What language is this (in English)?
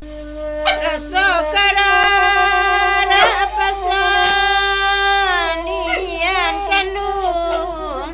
Minangkabau